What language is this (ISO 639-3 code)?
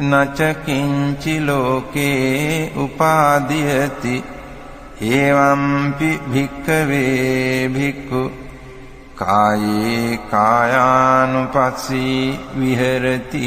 pli